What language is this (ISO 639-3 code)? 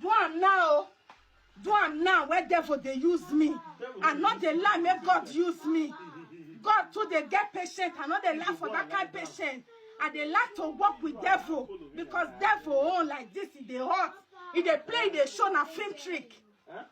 pcm